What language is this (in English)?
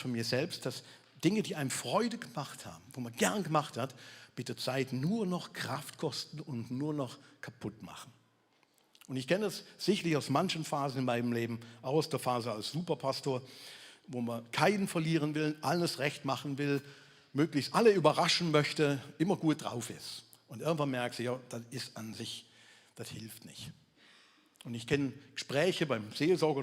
Swiss German